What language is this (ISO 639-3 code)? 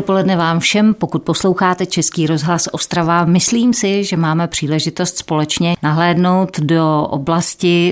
ces